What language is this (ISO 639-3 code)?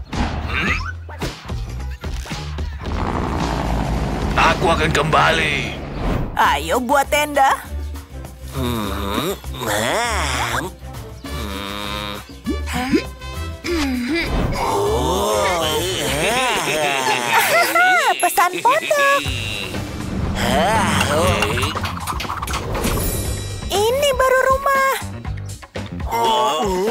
ind